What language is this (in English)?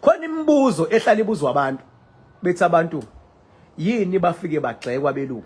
Zulu